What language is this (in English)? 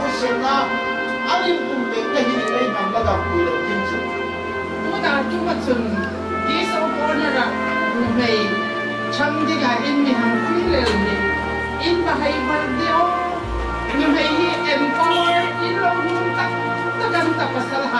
Hmar